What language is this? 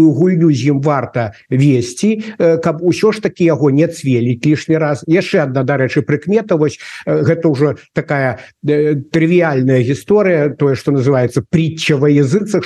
Belarusian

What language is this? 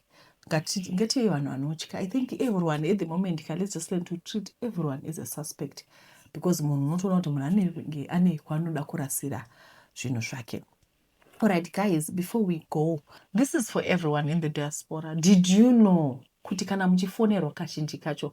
Shona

